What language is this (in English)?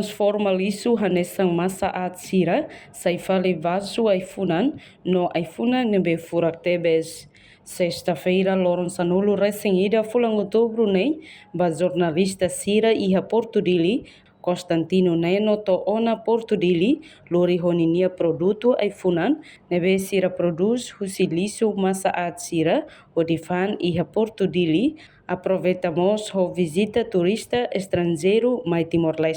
Tetum